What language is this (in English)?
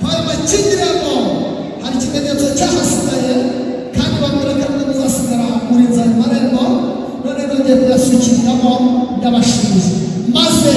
Kinyarwanda